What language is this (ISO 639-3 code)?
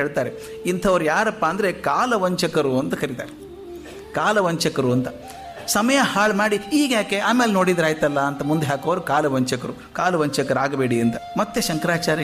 kan